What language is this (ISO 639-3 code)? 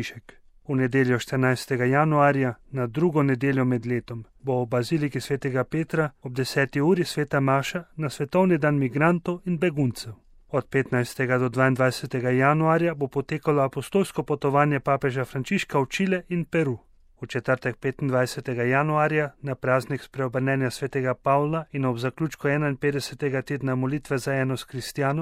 slv